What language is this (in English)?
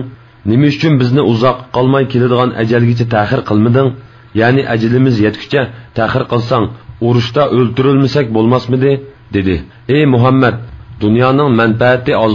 Uyghur